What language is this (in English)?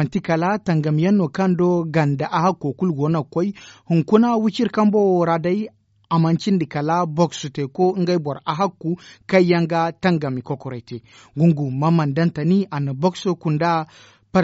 Zarma